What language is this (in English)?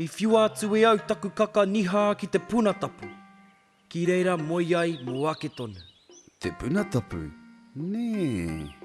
Māori